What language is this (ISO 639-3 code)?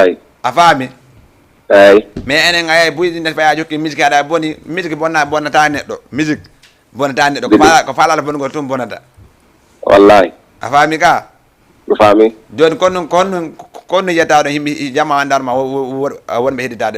ful